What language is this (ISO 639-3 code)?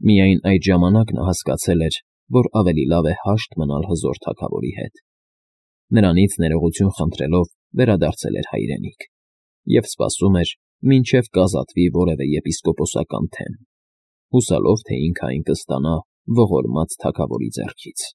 hye